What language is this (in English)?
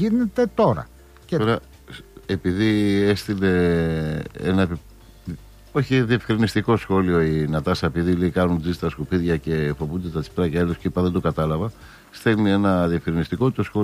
Greek